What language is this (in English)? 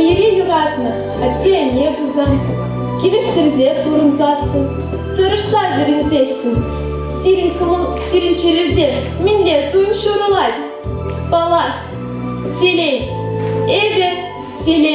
Chuvash